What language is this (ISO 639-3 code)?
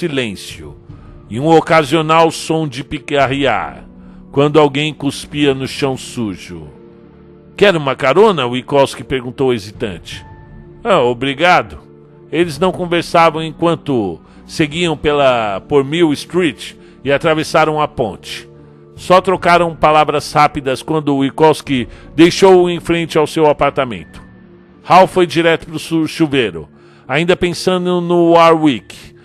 por